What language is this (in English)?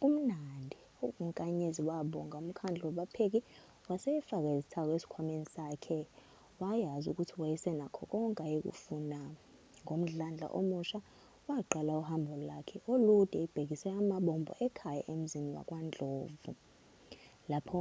Zulu